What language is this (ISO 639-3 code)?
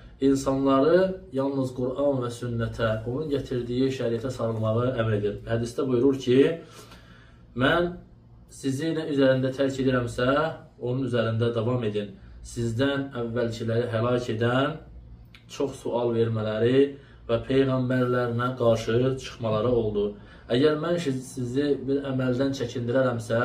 aze